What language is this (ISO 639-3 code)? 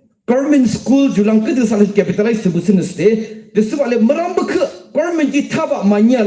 yim